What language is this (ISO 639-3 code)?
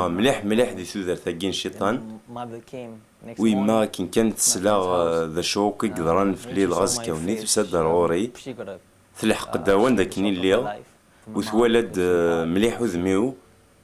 kab